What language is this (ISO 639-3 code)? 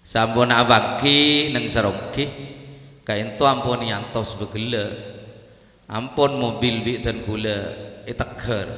mad